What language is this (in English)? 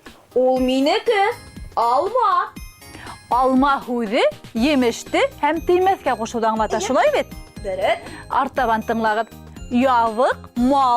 Bashkir